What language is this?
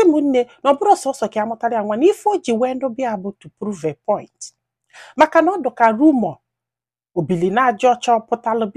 Igbo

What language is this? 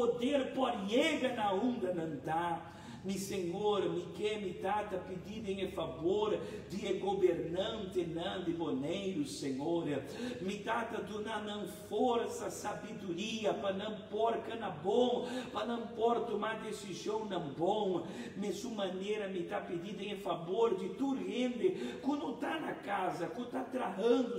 Papiamento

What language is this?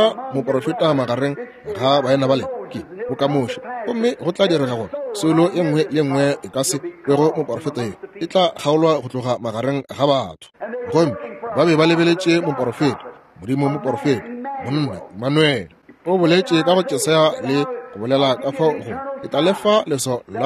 Northern Sotho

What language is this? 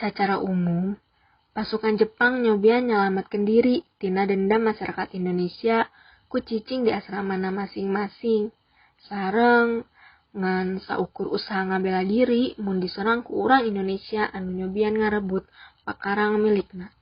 Sundanese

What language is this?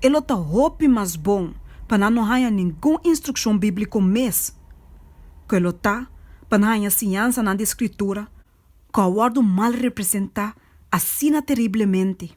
Papiamento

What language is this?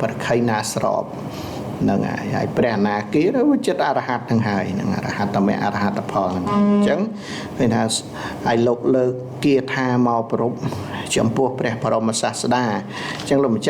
Khmer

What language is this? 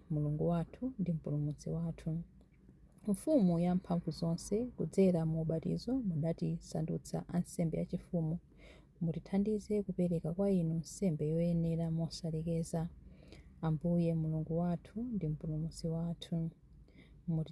Nyanja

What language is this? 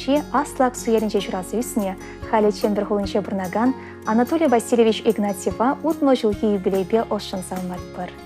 Chuvash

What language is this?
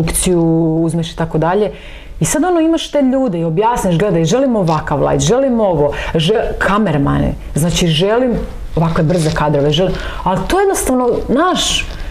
Croatian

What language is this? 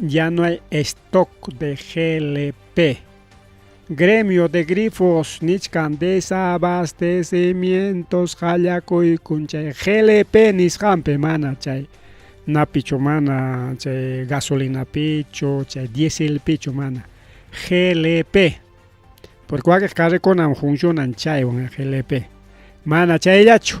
Ayacucho Quechua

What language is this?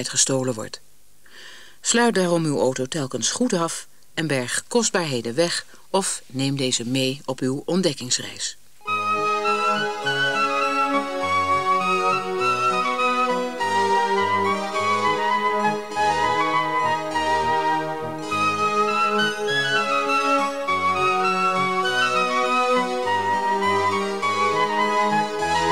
Dutch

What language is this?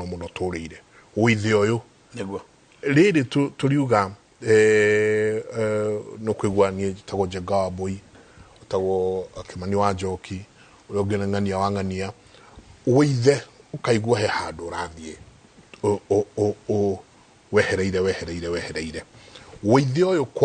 Kikuyu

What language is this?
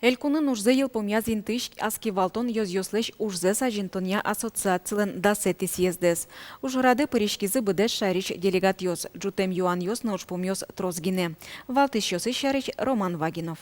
Udmurt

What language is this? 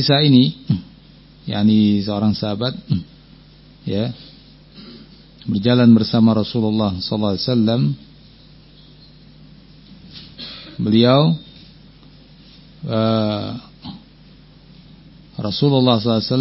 Indonesian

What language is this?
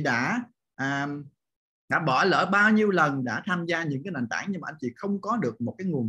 Vietnamese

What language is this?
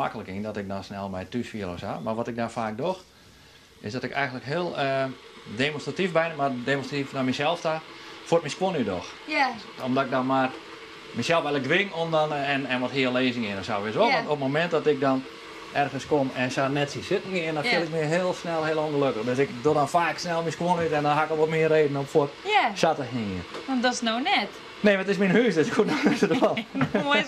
Western Frisian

